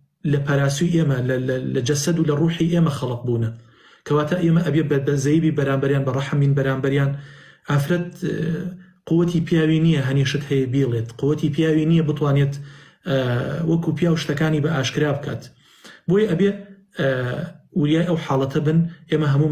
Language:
Central Kurdish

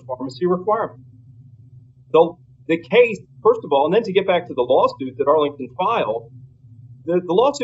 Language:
English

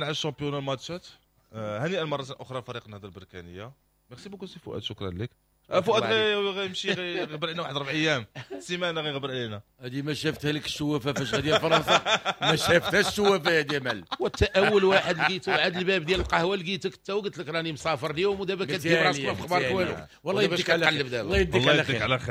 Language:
Moroccan Arabic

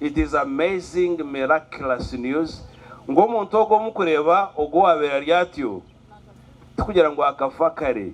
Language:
Nyankole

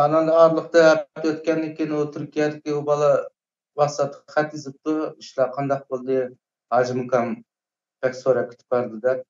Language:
Uyghur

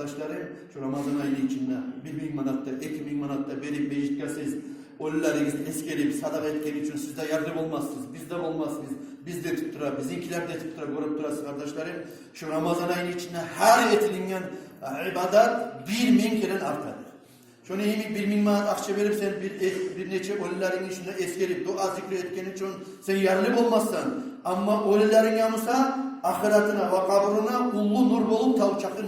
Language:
Kumyk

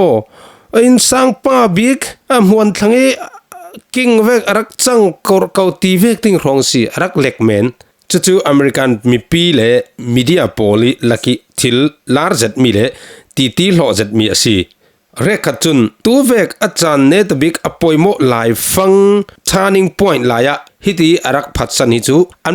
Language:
Falam Chin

